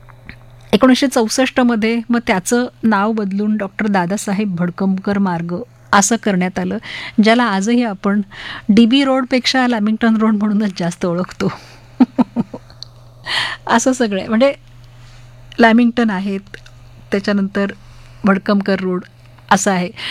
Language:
Marathi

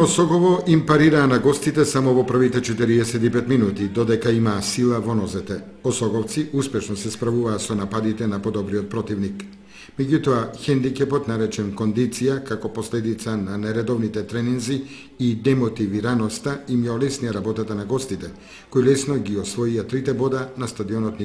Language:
Macedonian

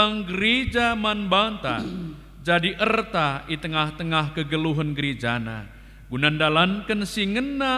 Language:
Batak Karo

